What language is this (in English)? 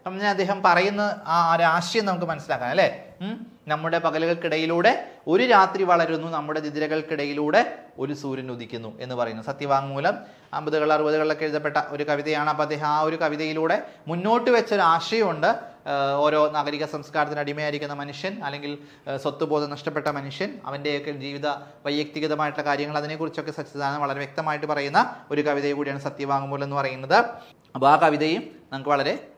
Malayalam